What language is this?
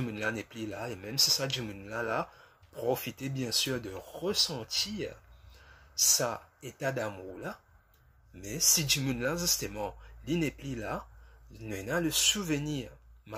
Morisyen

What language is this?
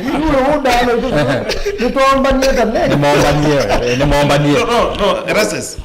Kamba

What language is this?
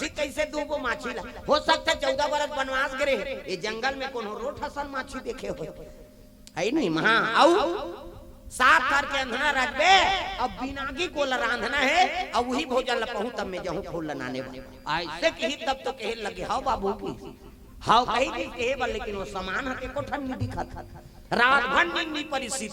Chhattisgarhi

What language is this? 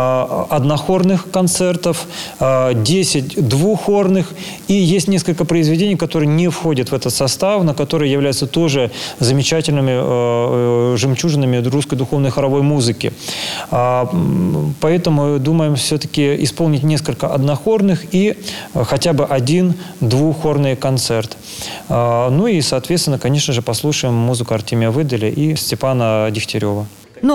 Russian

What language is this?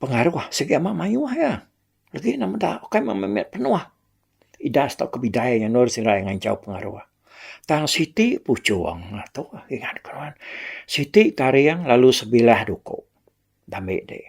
Iban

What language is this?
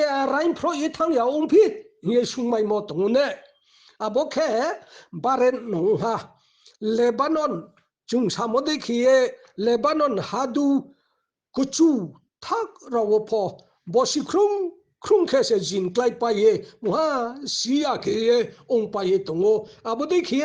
Riang (India)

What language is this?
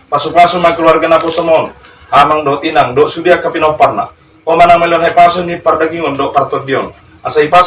Batak Toba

